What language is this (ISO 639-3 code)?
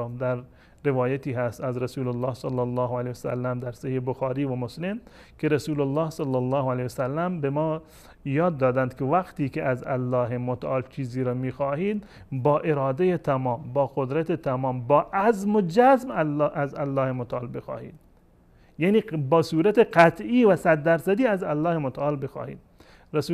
fas